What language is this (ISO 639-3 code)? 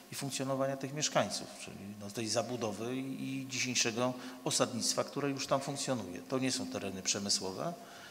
pol